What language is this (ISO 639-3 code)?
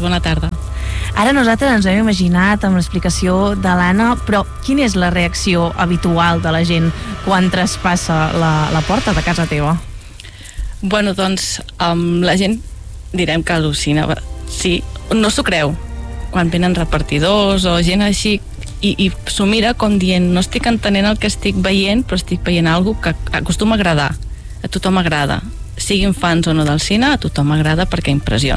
cat